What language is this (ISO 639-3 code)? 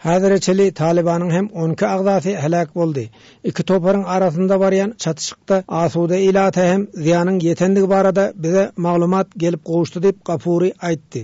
tuk